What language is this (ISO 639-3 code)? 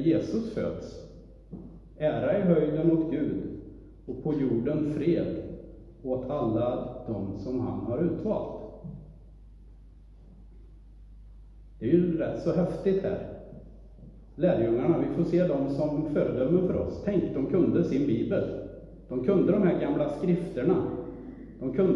swe